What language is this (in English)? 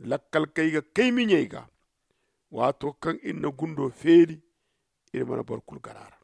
Zarma